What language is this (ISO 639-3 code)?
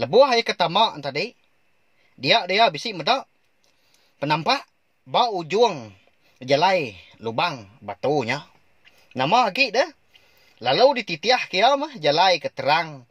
iba